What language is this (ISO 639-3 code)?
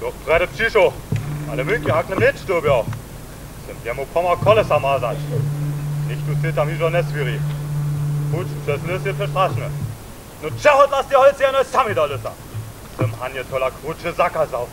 hsb